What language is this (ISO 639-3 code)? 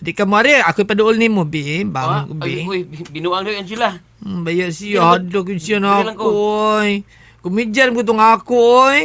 ceb